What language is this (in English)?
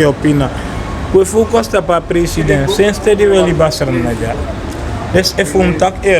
Sranan Tongo